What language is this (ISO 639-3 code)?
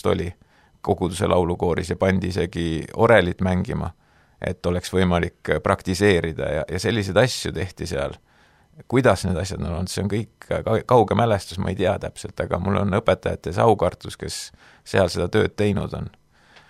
est